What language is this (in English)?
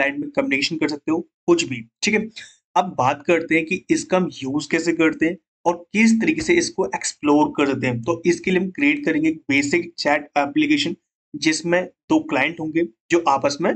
Hindi